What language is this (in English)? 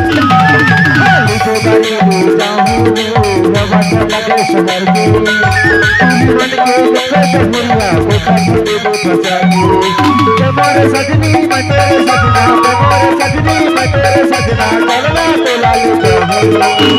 Chhattisgarhi